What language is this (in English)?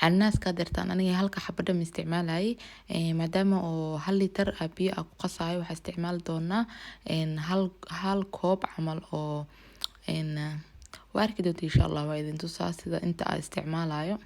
Somali